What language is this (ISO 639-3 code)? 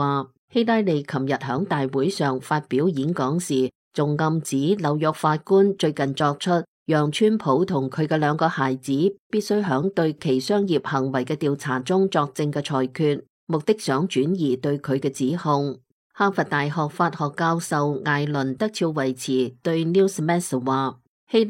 yue